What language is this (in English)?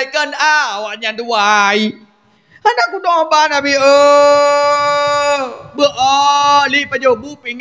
Achinese